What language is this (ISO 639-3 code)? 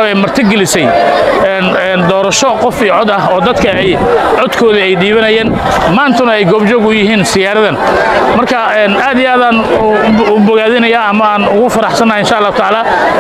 som